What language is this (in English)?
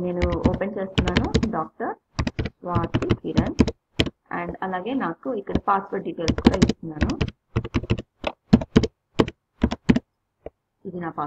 Telugu